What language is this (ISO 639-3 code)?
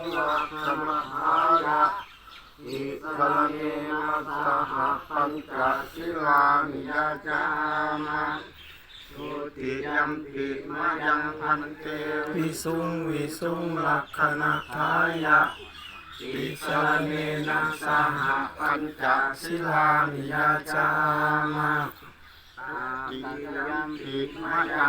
pli